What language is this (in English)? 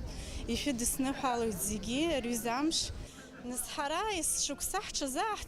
Abkhazian